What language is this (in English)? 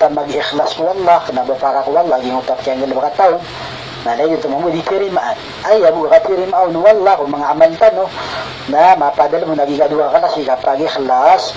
Maranao